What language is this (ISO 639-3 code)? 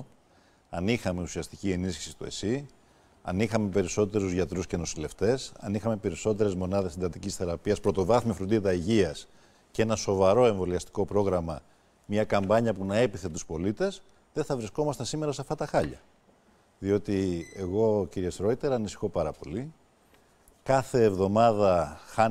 ell